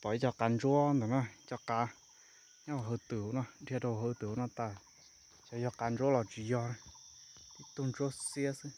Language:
Hmong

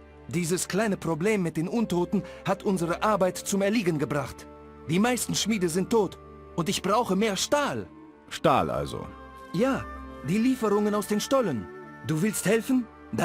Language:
Bavarian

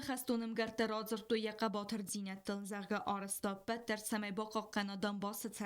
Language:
Ossetic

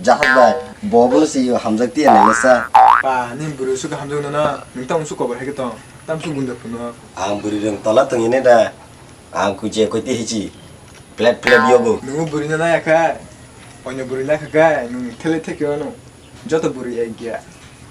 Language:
Kok Borok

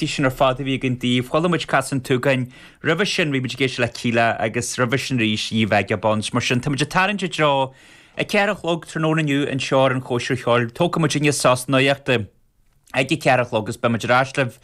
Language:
Irish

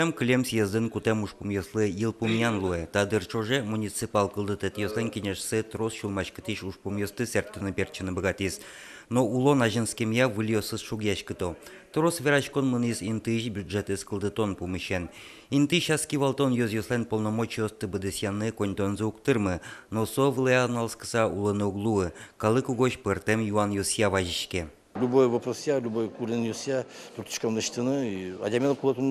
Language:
Udmurt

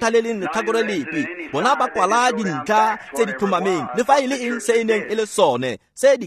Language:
Tswana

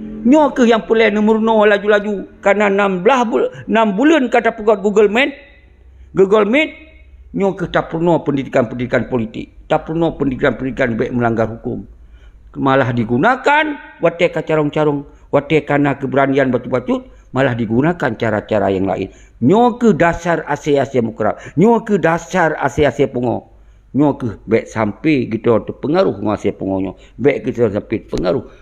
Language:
Achinese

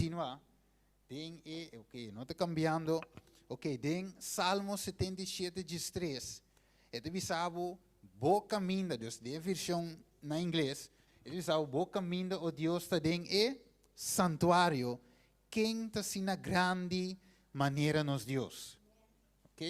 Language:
Papiamento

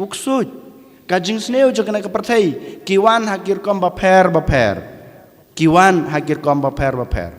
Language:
Khasi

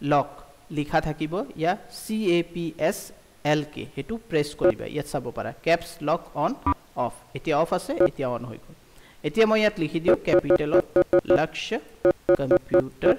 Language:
Assamese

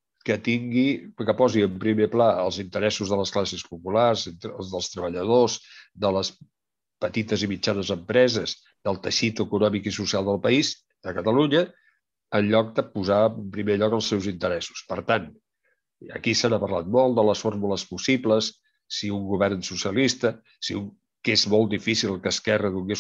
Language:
Catalan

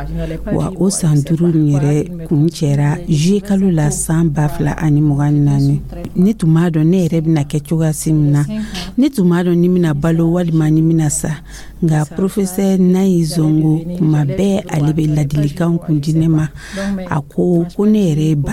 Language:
Dyula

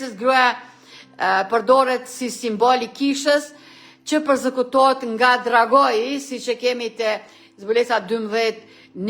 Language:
Albanian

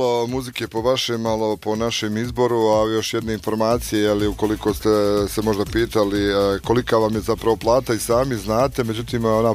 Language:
Bosnian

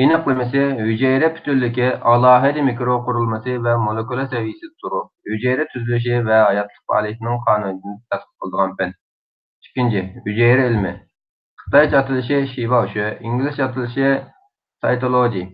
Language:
Uyghur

